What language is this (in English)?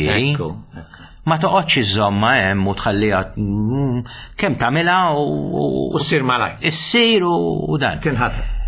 Maltese